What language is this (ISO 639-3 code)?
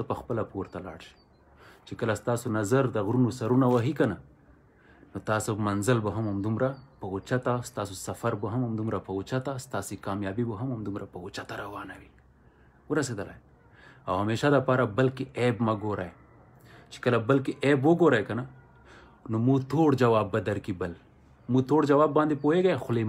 pus